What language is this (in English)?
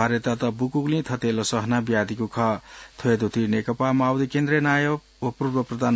Newari